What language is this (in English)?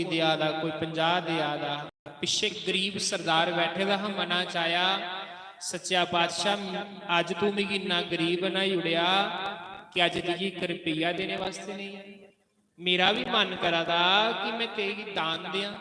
Dogri